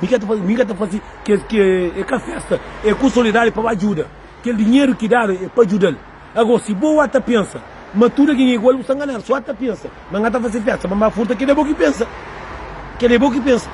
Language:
Kabuverdianu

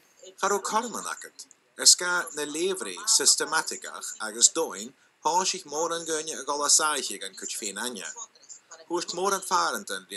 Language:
Scottish Gaelic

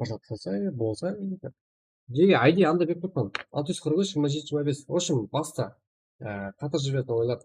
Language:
Kara-Kalpak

